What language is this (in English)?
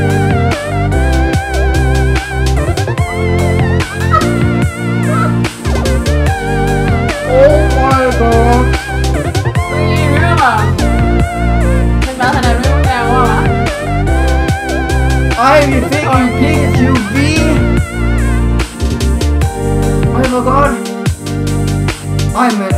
Danish